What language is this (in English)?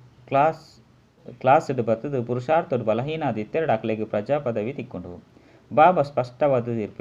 Tulu